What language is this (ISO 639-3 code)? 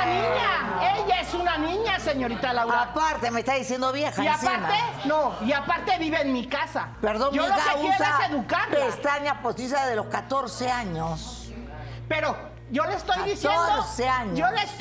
spa